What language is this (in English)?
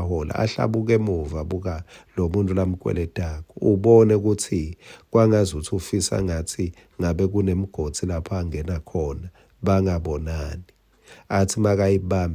Swati